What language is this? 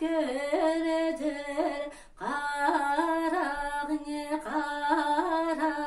Yakut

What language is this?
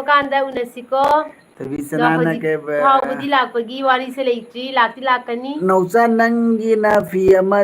Manipuri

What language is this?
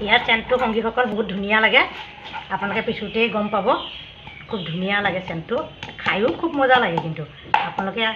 Assamese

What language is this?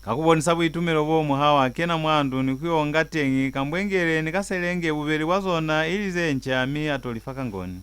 Lozi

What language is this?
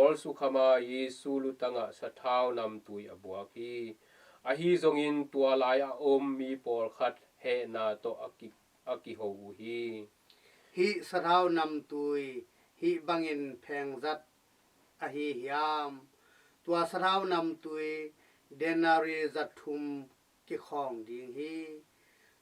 Tedim Chin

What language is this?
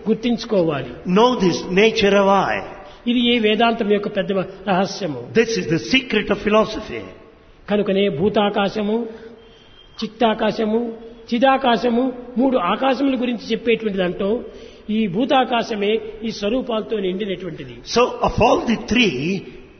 Telugu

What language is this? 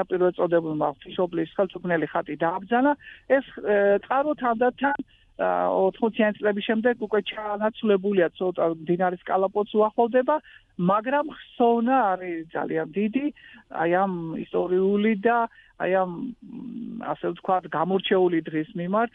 Georgian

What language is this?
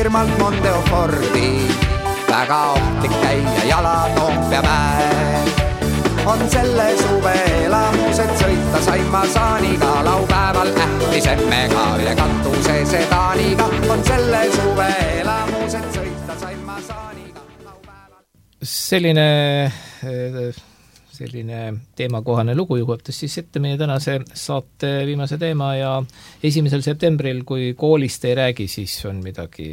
Estonian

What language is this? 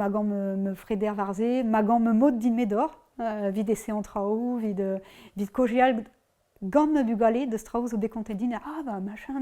Breton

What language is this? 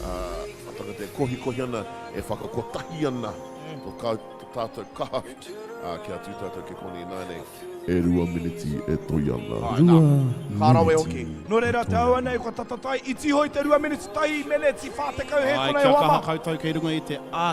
Māori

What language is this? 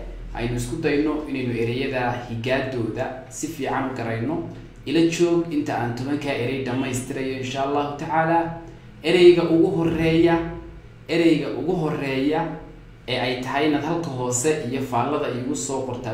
Somali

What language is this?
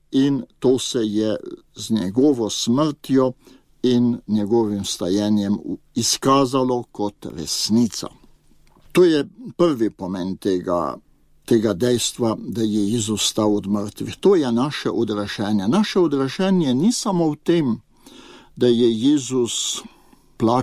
Slovenian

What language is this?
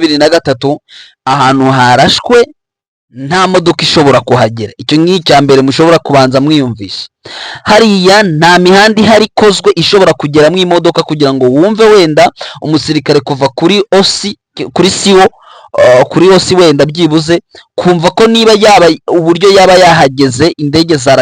Kinyarwanda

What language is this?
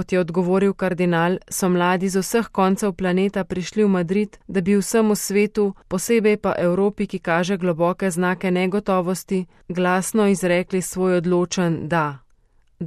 Slovenian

